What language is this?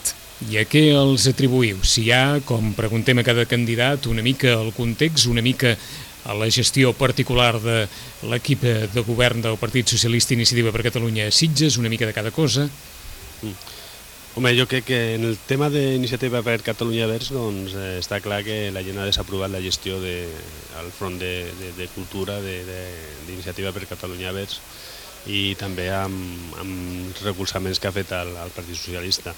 Catalan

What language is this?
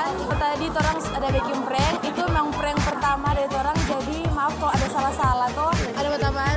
Manado Malay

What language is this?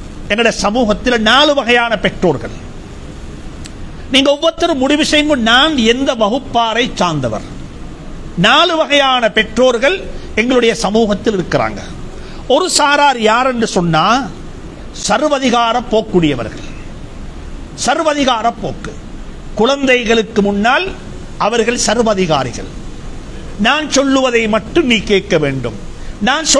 Tamil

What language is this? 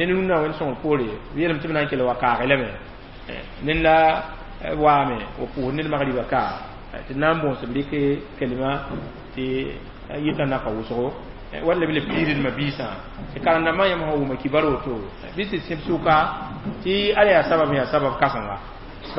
Mossi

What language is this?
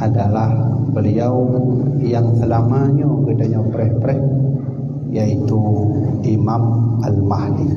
Achinese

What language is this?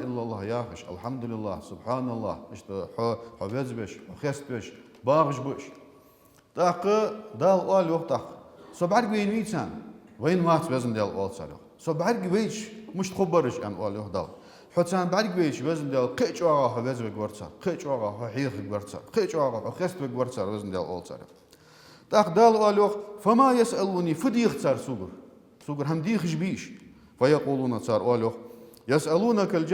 Ingush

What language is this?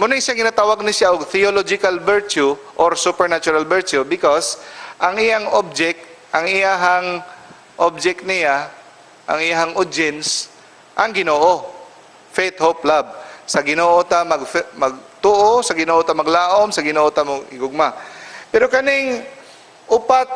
Cebuano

